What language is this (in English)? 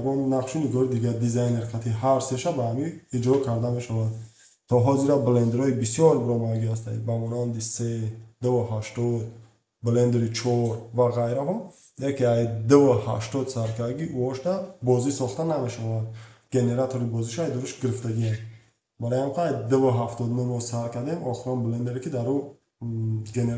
Tajik